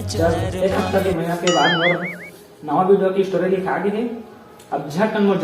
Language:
Chhattisgarhi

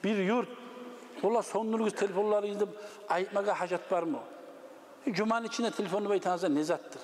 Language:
Kumyk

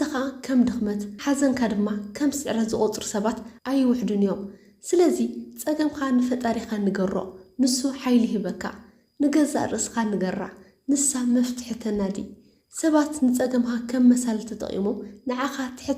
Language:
Tigrinya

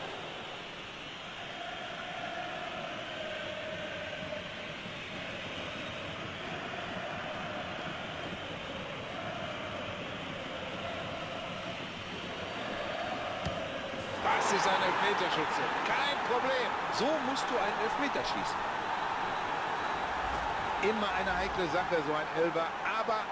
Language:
German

